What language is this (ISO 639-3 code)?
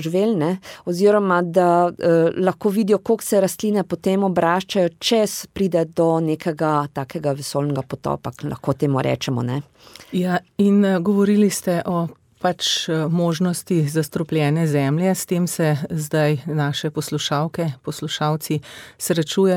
slv